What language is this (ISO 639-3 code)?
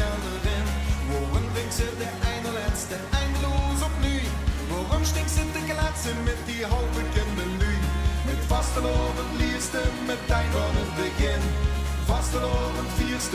lim